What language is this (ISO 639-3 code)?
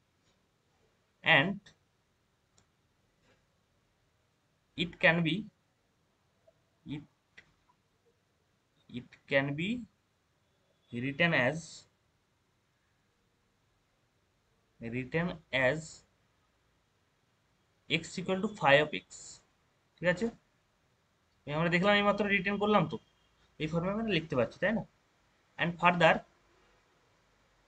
ben